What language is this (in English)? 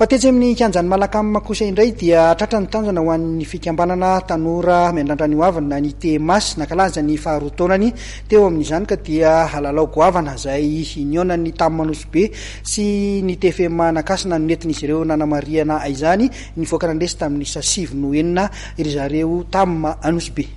Malagasy